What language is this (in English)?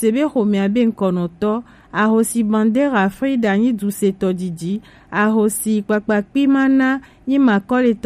Gen